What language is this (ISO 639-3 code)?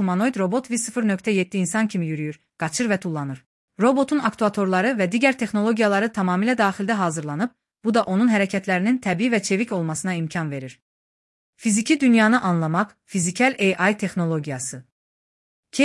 aze